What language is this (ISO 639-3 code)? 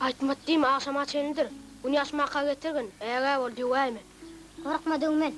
tuk